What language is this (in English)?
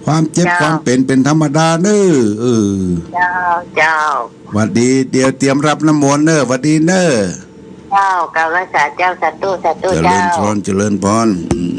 Pali